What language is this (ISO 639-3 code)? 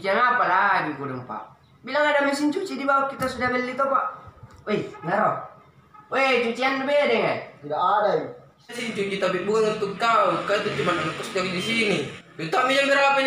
mfp